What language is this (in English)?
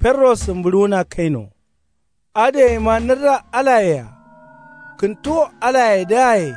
Kanuri